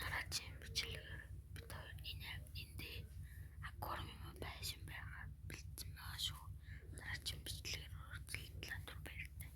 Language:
Mongolian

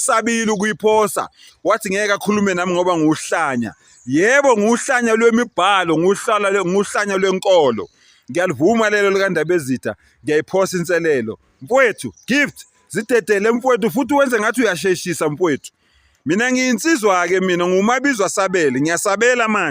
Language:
Zulu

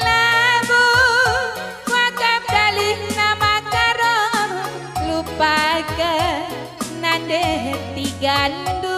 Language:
Batak Karo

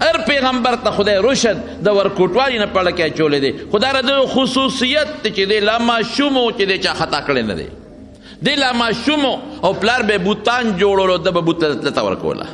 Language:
Pashto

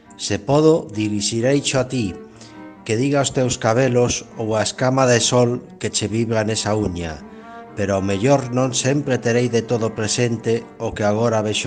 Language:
Galician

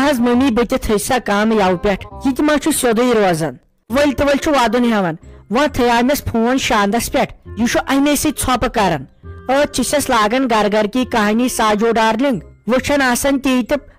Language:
Kashmiri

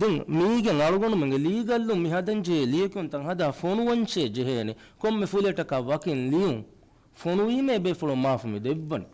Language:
Divehi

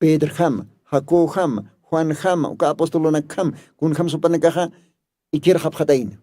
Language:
Aymara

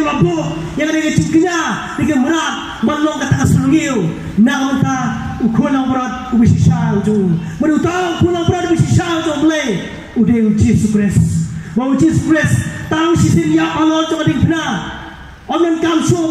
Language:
Khasi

